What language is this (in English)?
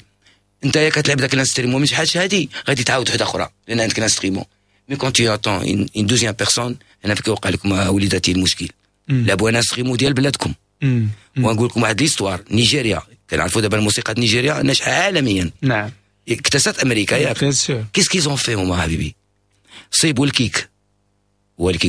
Moroccan Arabic